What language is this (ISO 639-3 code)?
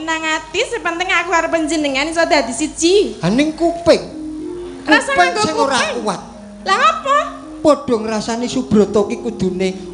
jav